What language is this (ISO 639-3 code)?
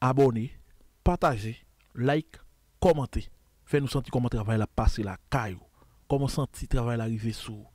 hat